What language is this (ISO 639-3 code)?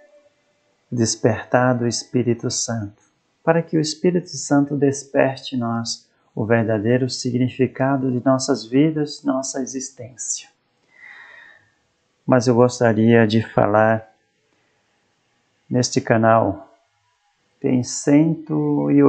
por